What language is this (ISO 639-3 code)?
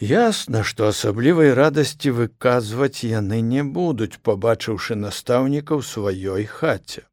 bel